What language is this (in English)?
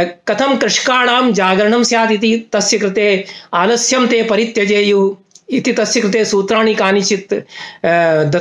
Sanskrit